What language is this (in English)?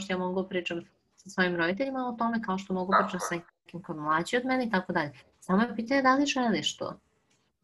Serbian